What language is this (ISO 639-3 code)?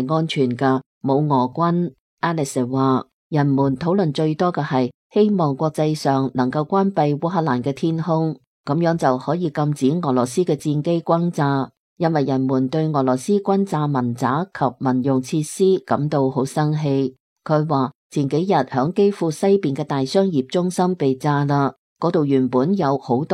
yue